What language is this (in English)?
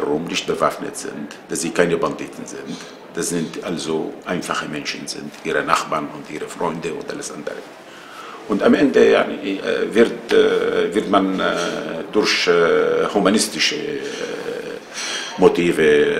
German